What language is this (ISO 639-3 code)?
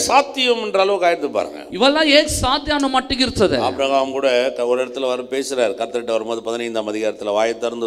tam